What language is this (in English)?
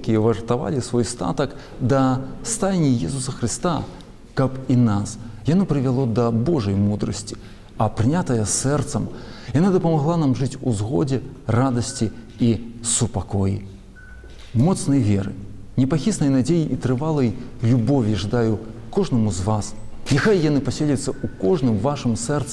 Belarusian